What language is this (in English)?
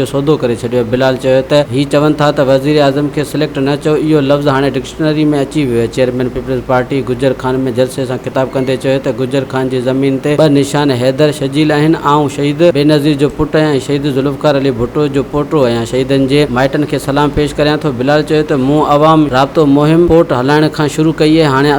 Sindhi